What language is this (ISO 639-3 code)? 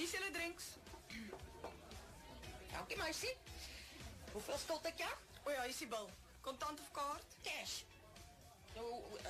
afr